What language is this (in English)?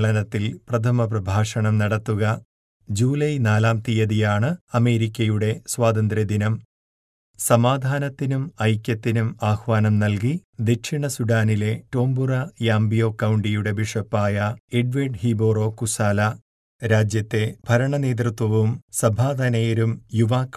Malayalam